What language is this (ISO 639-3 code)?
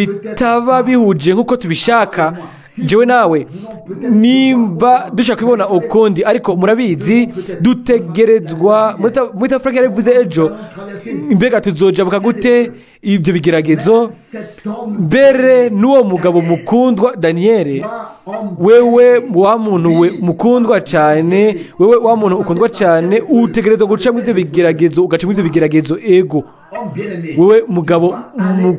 run